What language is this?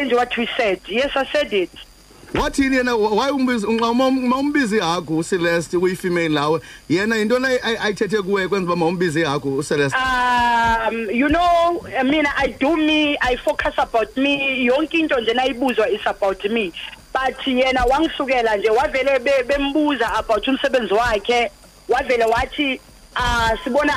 Xhosa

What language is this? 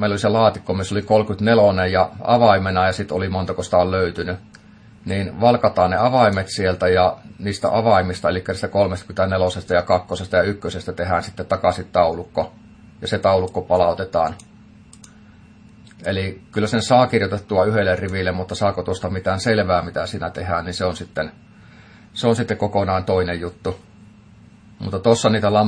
Finnish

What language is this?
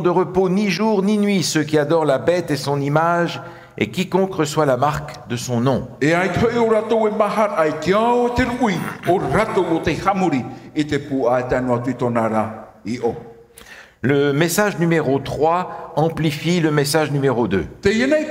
Tahitian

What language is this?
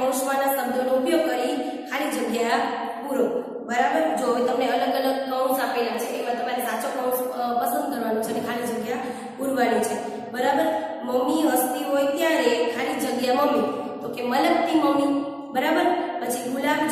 Gujarati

